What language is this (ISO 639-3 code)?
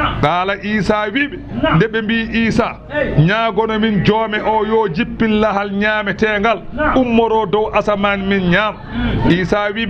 ful